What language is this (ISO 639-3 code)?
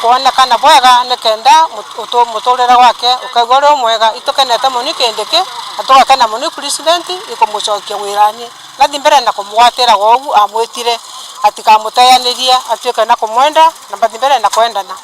mer